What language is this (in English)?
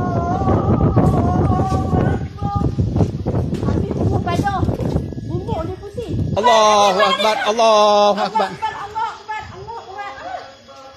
Malay